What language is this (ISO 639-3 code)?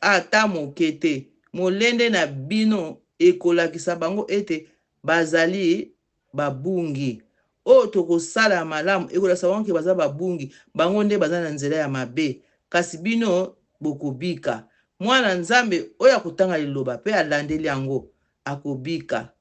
lin